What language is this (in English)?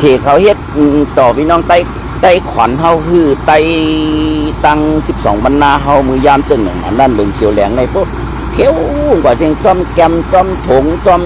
Shan